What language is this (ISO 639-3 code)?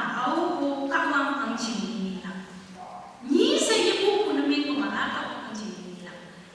nbe